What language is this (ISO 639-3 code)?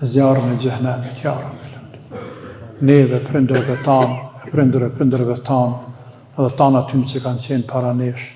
sqi